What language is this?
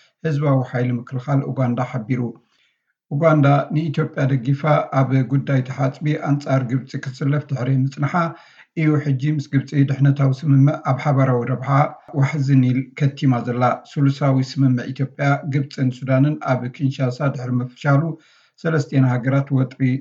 Tigrinya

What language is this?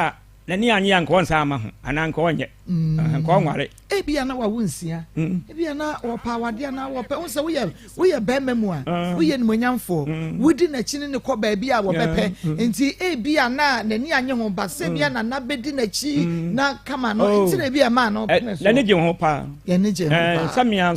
Akan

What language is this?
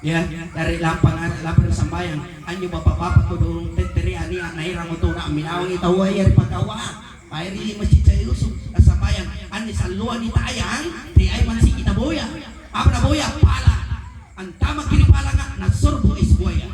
Makasar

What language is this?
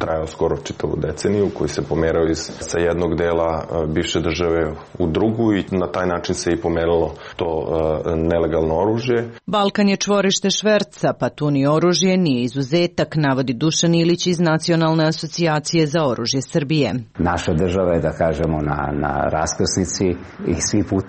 Serbian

